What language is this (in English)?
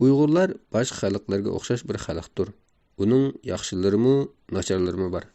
Uyghur